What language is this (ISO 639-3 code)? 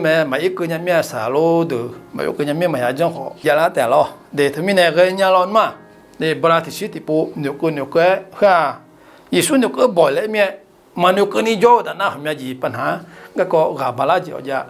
ahk